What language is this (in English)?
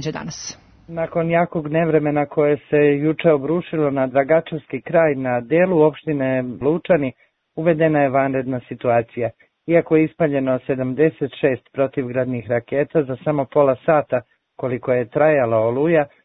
Serbian